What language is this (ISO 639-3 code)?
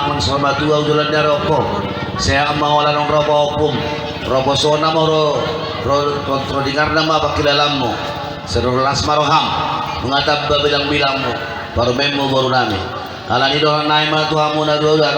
bbc